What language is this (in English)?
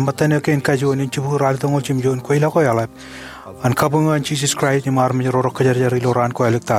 Marshallese